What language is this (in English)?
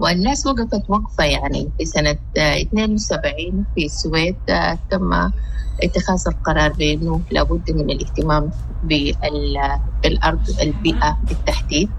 Sudanese Arabic